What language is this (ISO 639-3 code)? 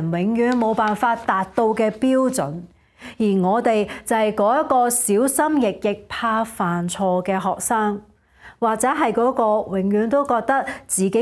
yue